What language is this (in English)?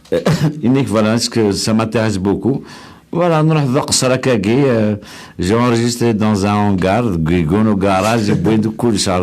Kabyle